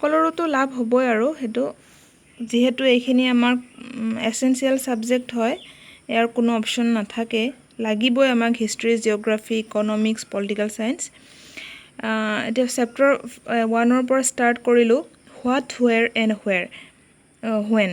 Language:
Assamese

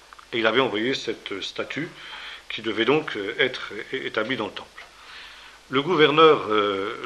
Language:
French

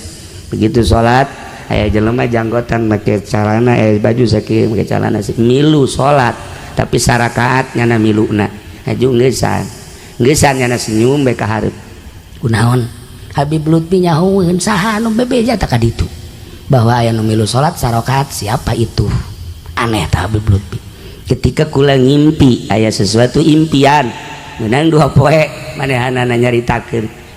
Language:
Sundanese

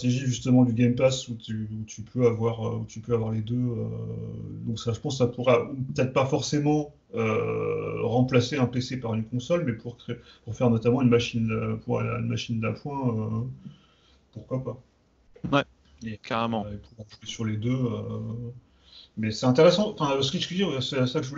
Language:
French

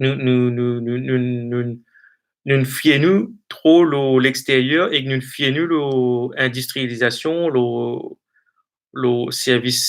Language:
Morisyen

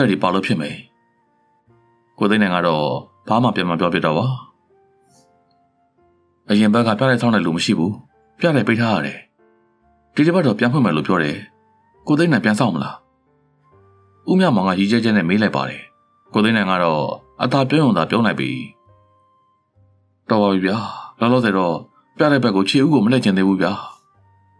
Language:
Burmese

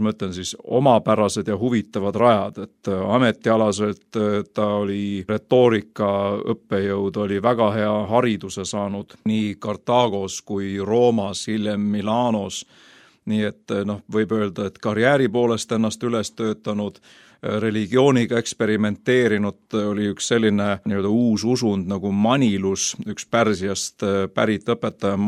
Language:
Estonian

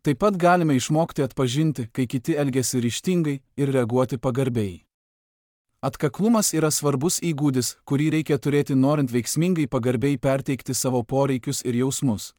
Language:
Lithuanian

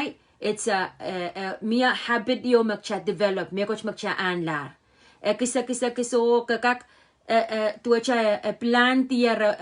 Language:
Pohnpeian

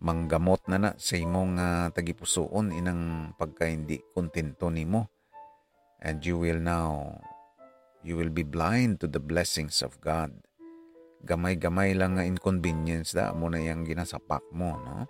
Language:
Hiligaynon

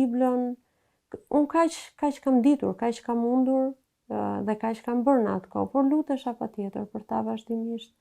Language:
Albanian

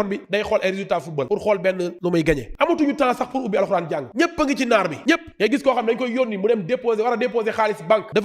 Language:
Wolof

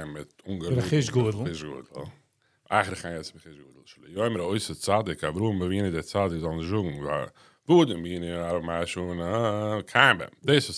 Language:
Yiddish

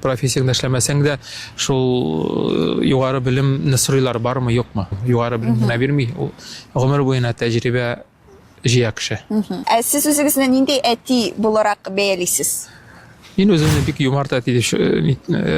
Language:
Tatar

